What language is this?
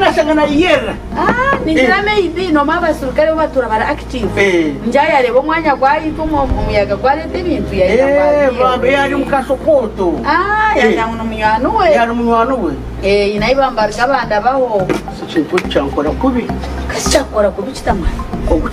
Nyankole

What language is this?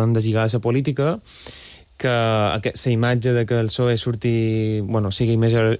Catalan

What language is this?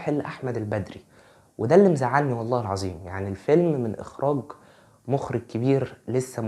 Egyptian Arabic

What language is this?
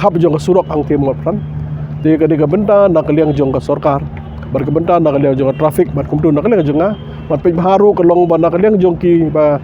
Khasi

